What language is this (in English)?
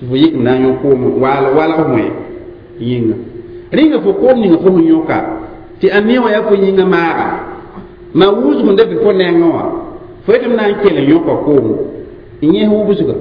Mossi